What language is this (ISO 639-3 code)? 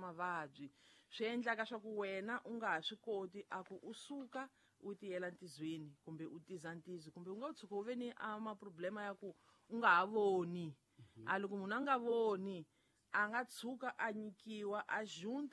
tso